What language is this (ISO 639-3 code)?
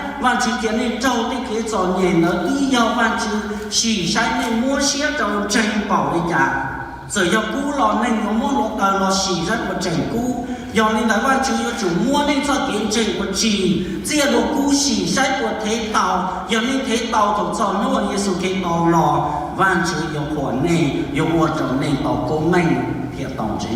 hmn